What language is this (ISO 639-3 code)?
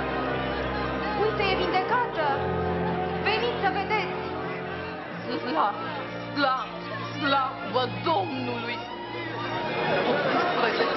ron